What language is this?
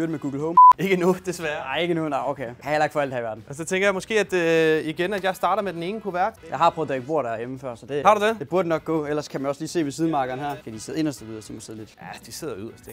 Danish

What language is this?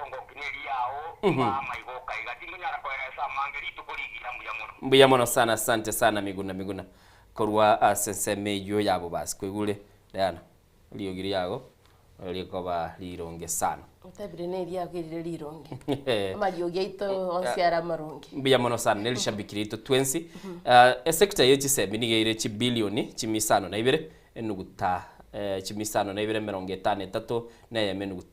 Gusii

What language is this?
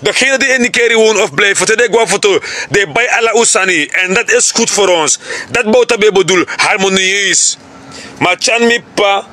Sranan Tongo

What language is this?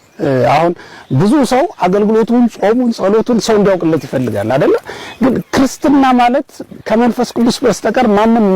Amharic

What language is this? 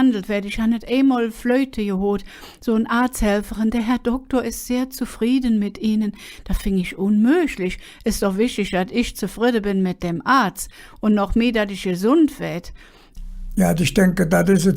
Colognian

